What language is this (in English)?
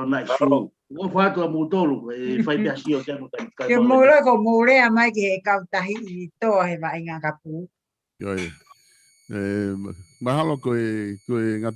Tongan